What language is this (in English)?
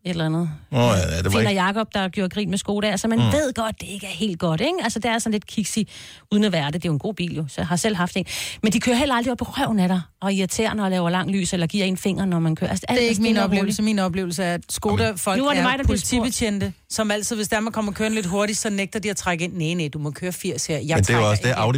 Danish